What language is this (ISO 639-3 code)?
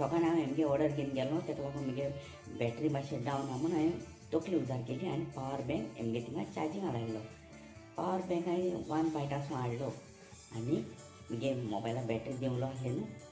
kok